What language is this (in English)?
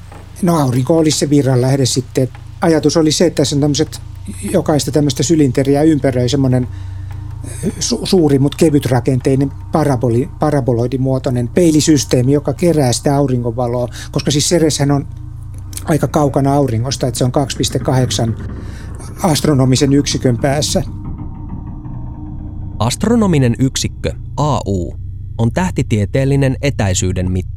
Finnish